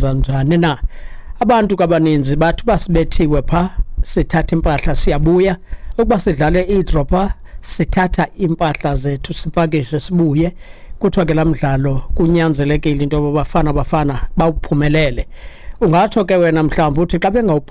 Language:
Xhosa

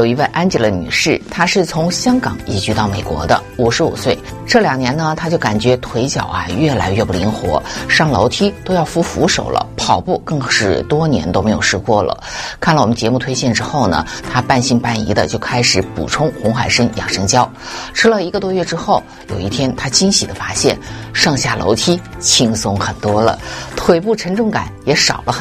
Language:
Chinese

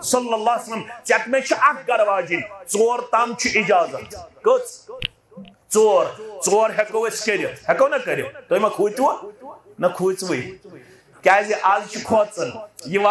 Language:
Kashmiri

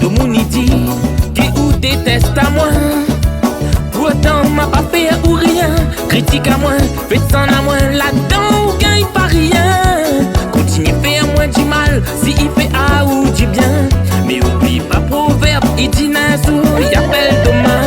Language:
Réunion Creole French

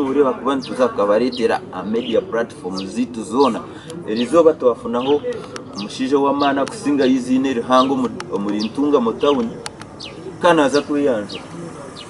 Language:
Nyankole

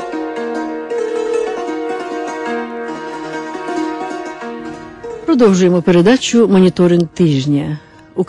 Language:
Ukrainian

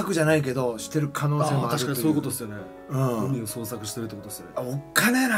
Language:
Japanese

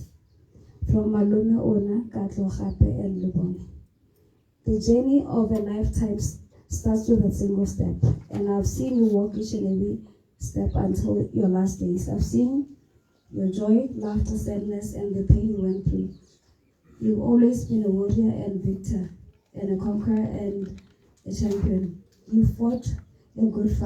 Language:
Tswana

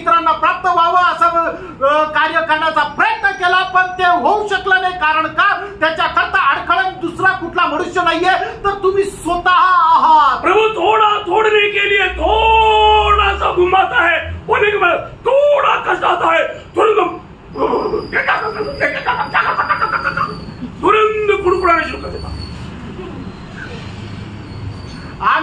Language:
Marathi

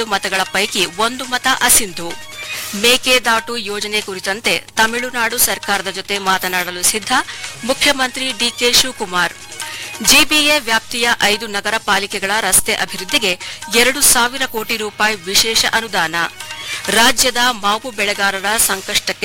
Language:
Kannada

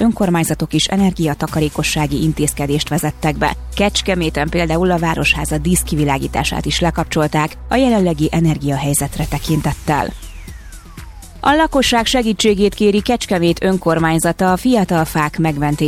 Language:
Hungarian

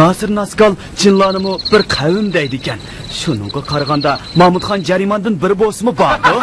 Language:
Uyghur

